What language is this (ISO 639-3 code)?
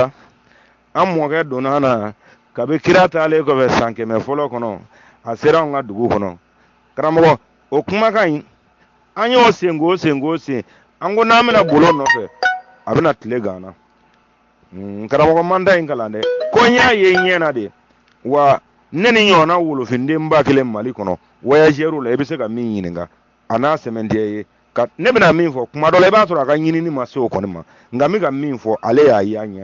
bam